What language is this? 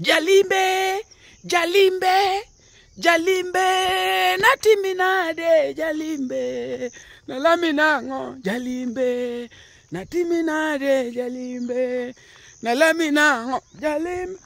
Luo (Kenya and Tanzania)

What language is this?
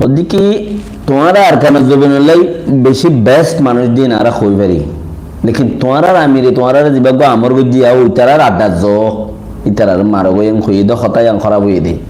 Rohingya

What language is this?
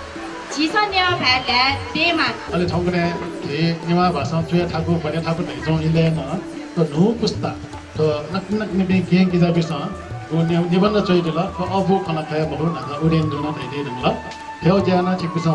Newari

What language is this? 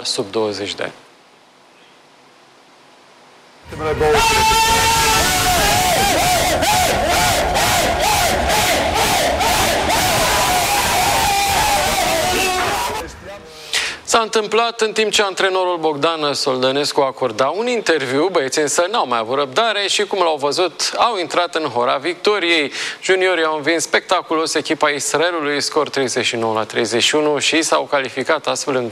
Romanian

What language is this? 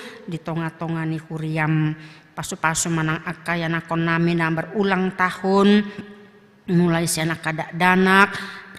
Batak Toba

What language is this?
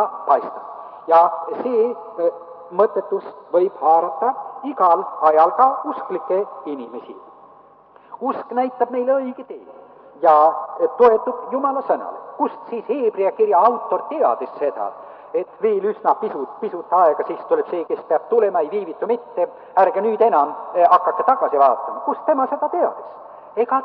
Estonian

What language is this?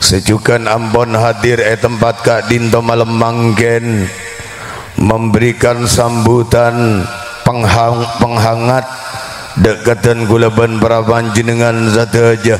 Madurese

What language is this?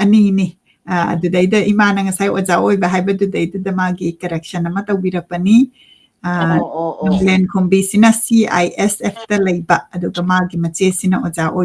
Manipuri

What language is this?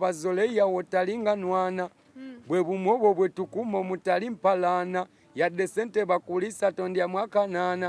Ganda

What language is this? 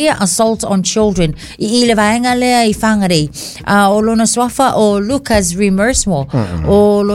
Samoan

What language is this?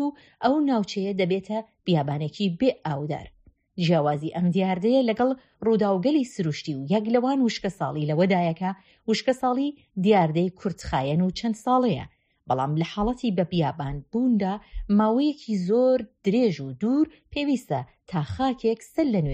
Central Kurdish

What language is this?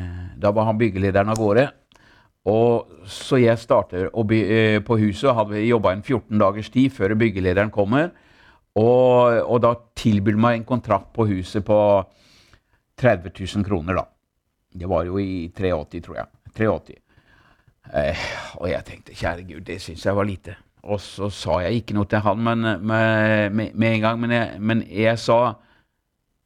Norwegian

